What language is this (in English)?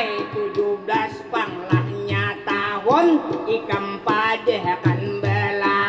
Banjar